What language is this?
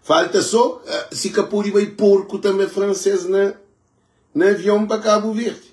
Kabuverdianu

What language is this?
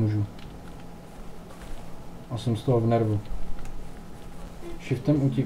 Czech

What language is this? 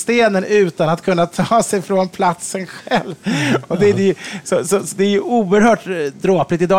Swedish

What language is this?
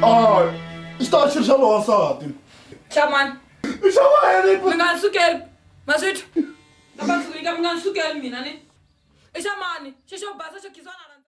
Tsonga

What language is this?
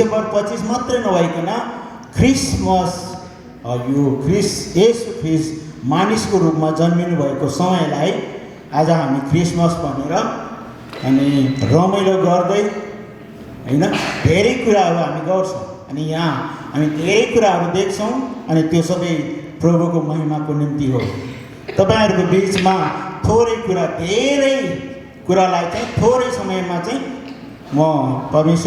Nepali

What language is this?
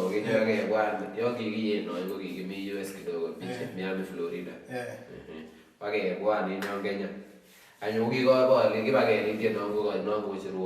Kalenjin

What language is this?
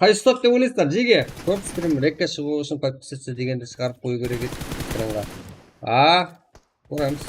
Kara-Kalpak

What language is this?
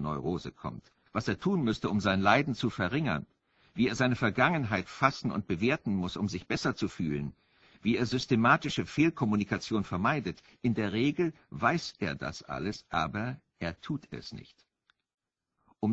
German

